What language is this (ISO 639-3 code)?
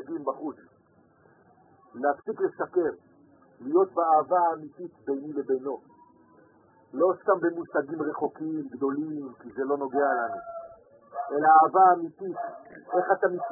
heb